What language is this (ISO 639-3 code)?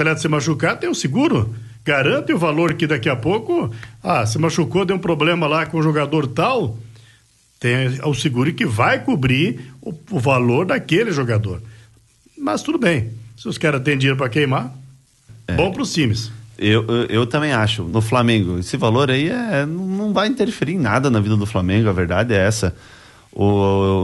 por